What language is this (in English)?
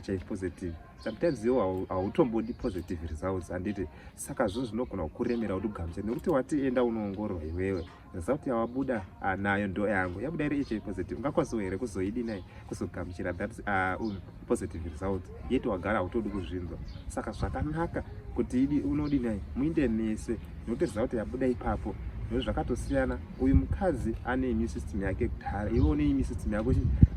Shona